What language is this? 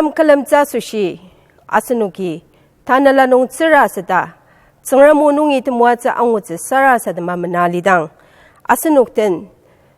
Ao Naga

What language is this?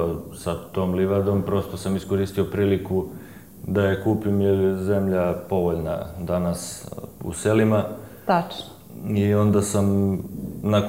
Serbian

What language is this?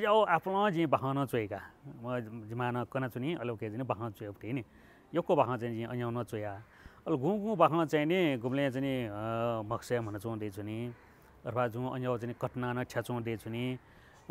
Newari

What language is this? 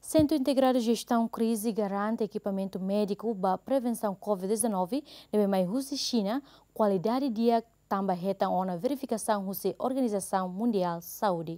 Tetum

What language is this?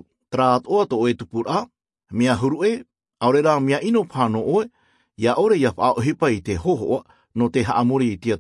Tahitian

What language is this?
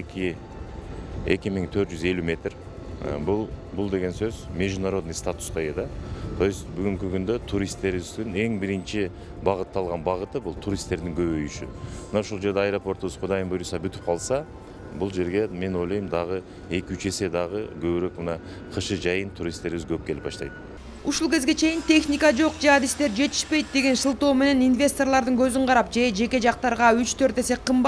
Kyrgyz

